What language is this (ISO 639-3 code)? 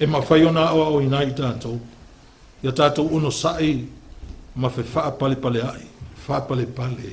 smo